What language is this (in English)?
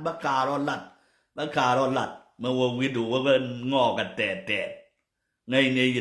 Nuer